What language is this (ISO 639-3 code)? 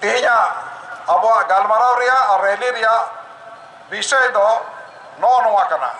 sat